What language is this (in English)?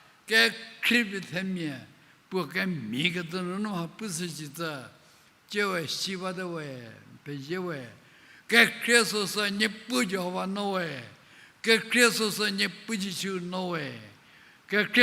Angami Naga